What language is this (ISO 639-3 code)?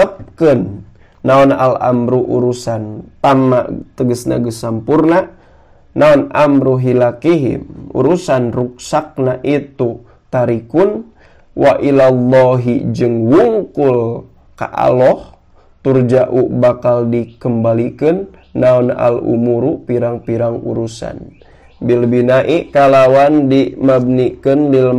sun